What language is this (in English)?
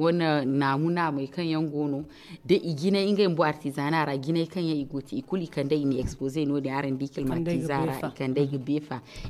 Zarma